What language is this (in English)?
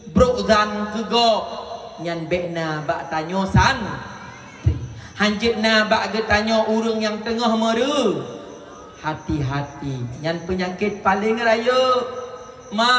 Achinese